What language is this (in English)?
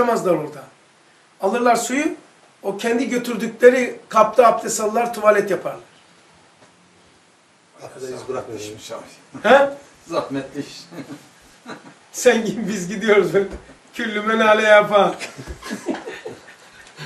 Turkish